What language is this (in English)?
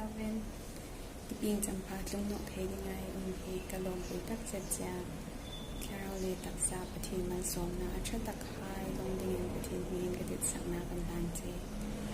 Hmar